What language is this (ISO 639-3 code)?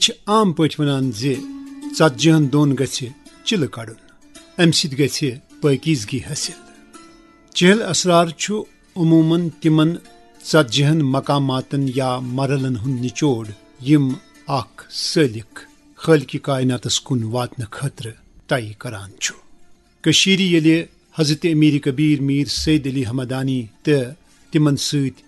kas